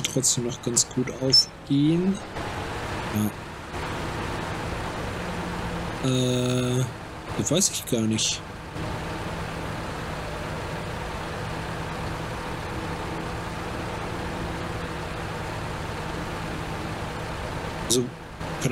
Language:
German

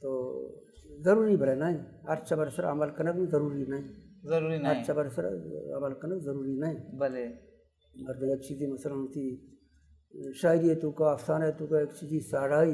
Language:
Baluchi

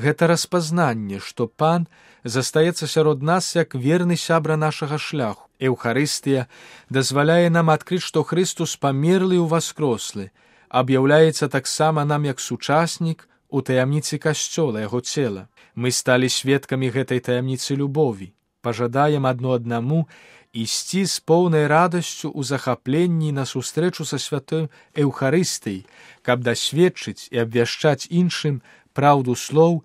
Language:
Belarusian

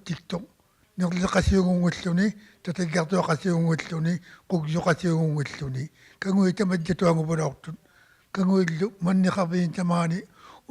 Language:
Inuktitut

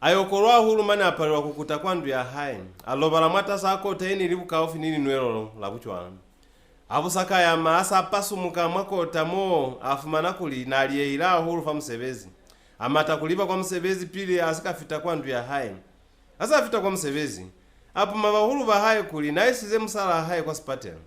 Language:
Lozi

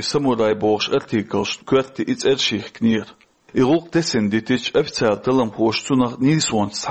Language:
Chechen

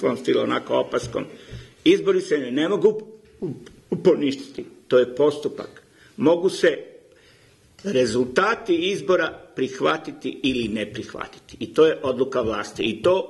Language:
Serbian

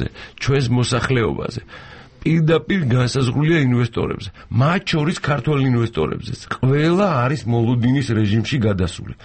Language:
Georgian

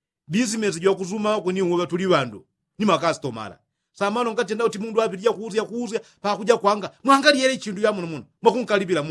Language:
Yao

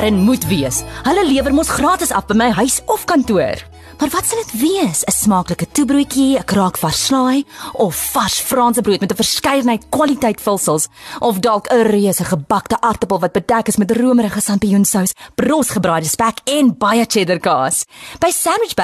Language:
Afrikaans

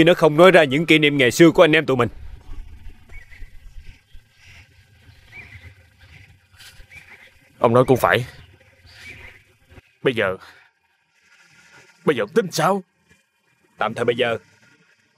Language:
Vietnamese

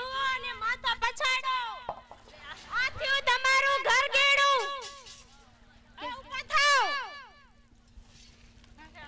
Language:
Gujarati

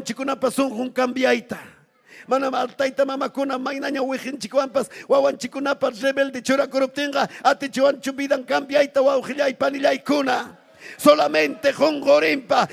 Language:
Ayacucho Quechua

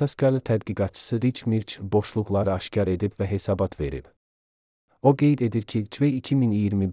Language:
Azerbaijani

